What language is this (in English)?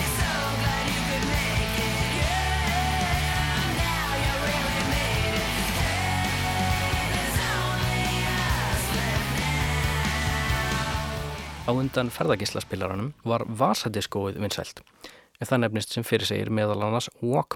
Icelandic